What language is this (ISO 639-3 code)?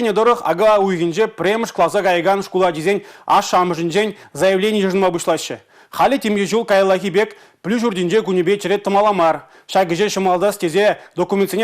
chv